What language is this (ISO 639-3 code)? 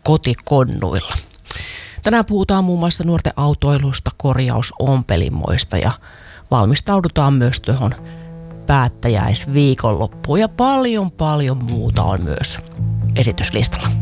fin